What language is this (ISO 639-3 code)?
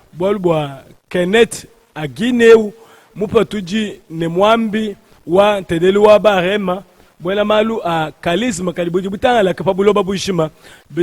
lua